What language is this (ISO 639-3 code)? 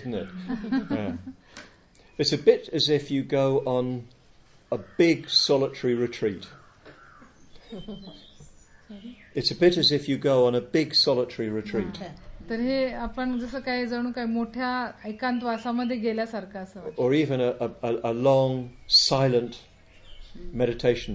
mar